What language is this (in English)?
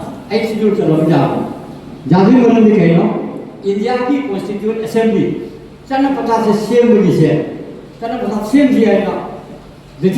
Manipuri